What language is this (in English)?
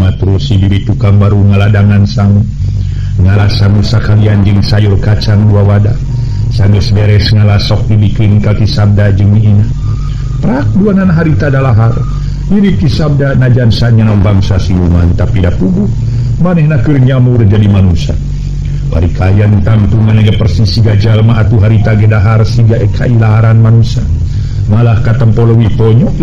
Sundanese